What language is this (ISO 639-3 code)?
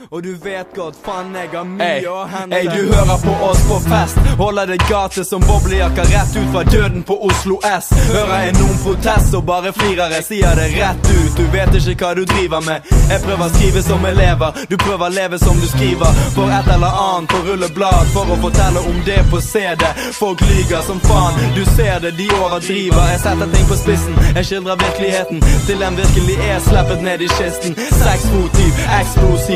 nor